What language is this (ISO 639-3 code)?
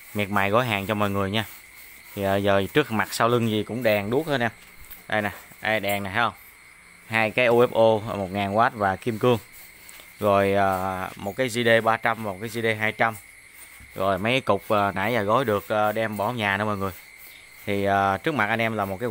vie